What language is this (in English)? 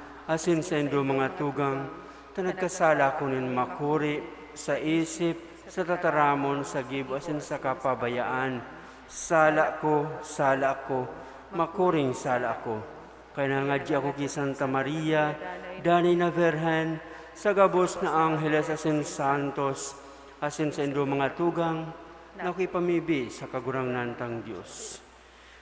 Bikol